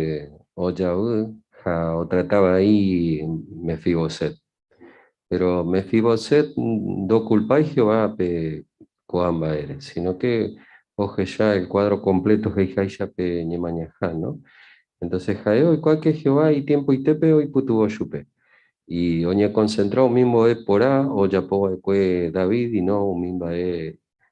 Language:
Guarani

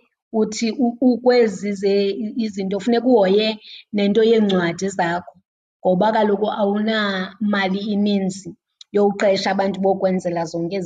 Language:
Xhosa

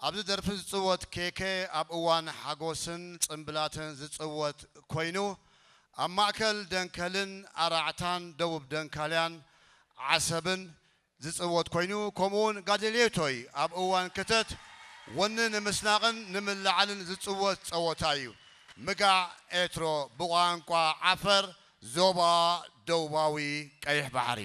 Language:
Tigrinya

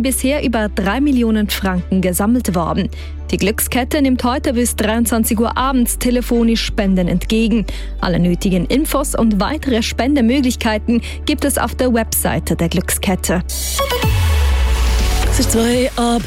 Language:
German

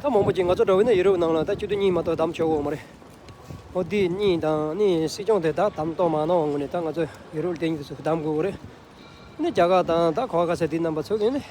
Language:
Tibetan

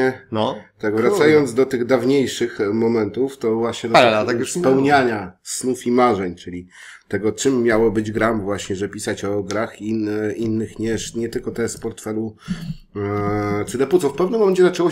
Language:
Polish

